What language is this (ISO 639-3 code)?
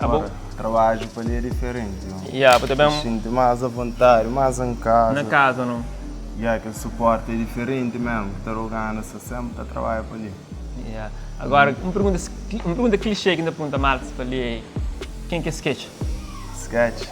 kea